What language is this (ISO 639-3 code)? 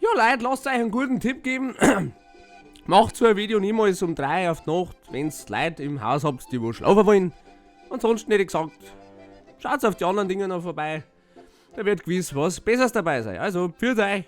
bar